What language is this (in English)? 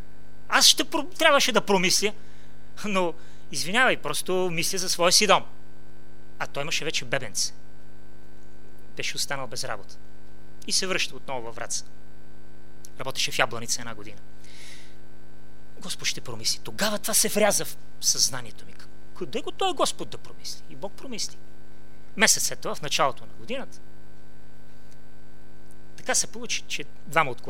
Bulgarian